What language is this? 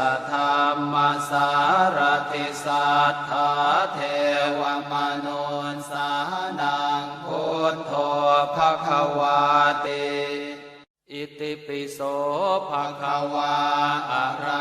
Pali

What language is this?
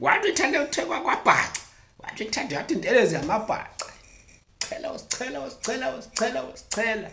Zulu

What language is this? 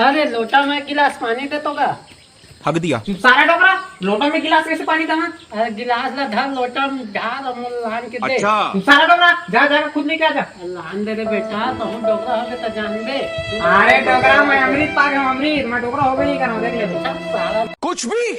Chhattisgarhi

